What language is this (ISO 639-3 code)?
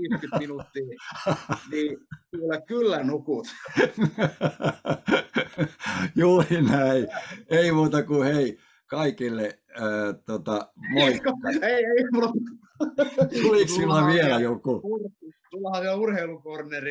fin